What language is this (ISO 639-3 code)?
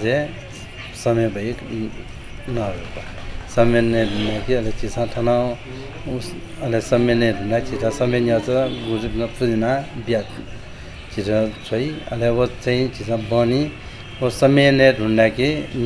new